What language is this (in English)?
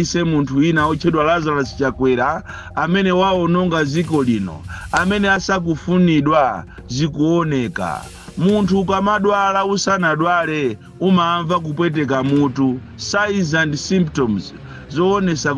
Nyanja